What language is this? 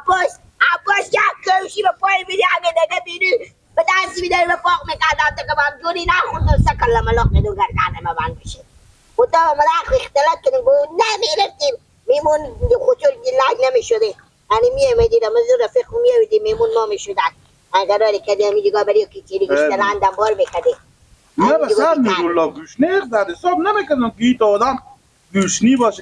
Persian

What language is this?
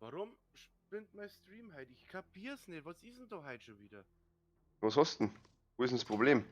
Bavarian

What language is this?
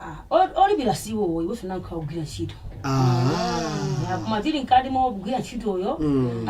Nyanja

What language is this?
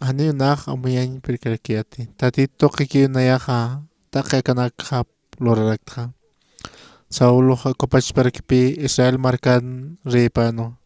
Aymara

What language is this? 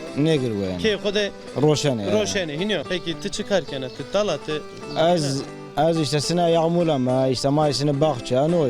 Zaza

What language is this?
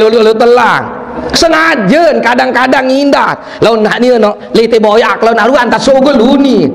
Sasak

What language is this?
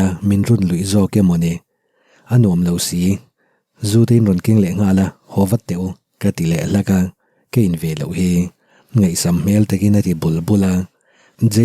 Mizo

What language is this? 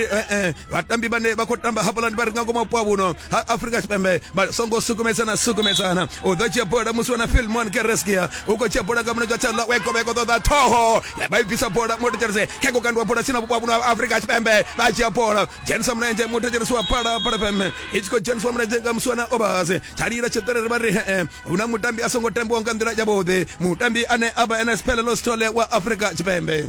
Venda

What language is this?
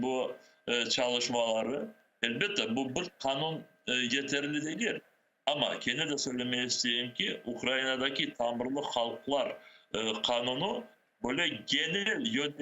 Crimean Tatar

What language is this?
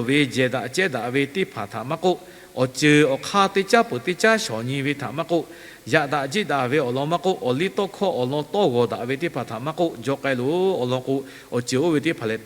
Lahu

